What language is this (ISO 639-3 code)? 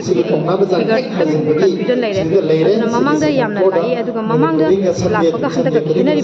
mni